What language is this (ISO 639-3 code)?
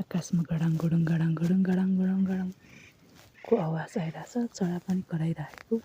nep